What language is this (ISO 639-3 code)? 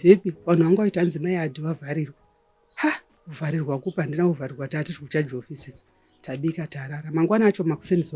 sna